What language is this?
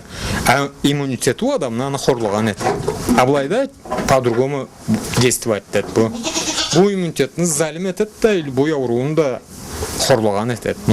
Karachay-Balkar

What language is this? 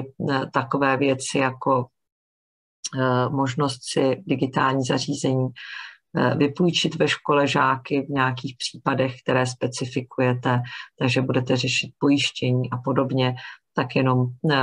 Czech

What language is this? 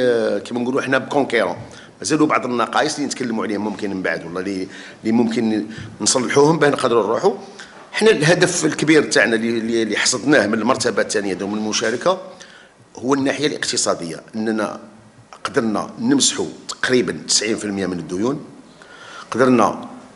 Algerian Arabic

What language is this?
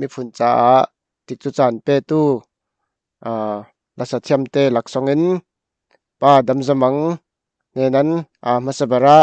Falam Chin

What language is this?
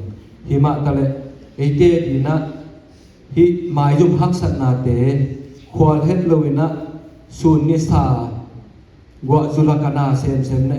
Tedim Chin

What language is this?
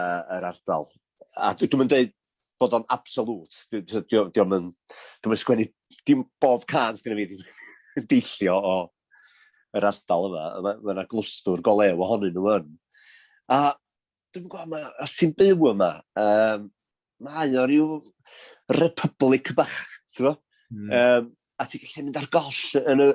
Welsh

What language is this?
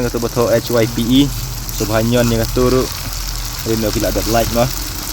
Khasi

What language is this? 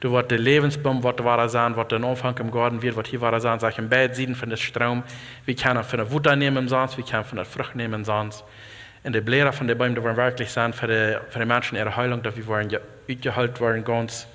Plautdietsch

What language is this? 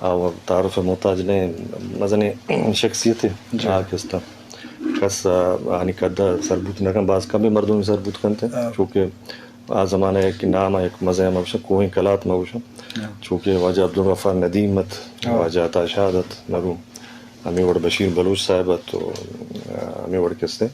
Eastern Balochi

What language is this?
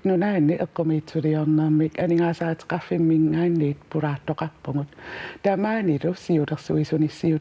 Kalaallisut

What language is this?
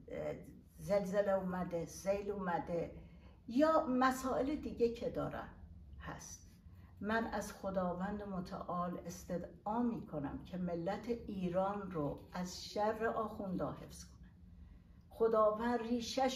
Persian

